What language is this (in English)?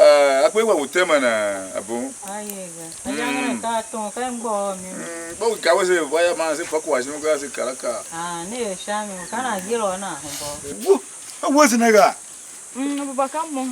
Tiv